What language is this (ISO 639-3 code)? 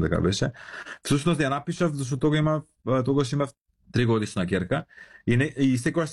mkd